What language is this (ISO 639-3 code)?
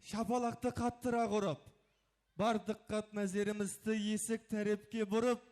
kaa